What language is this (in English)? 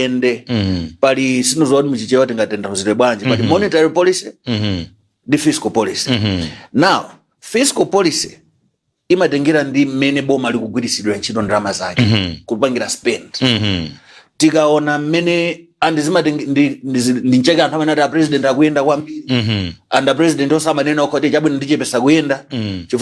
Nyanja